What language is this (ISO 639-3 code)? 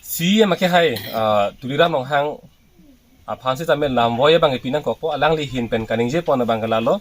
mjw